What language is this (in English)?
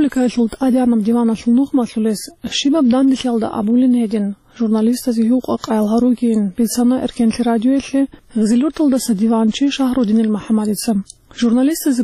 Avaric